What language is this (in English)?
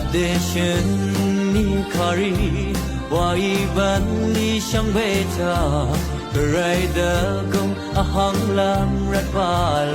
Rawang